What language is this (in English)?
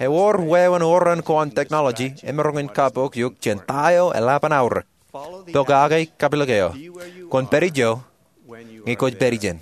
Marshallese